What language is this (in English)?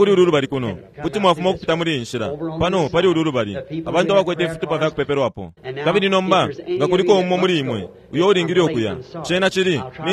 Bemba